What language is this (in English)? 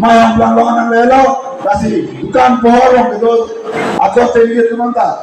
Karbi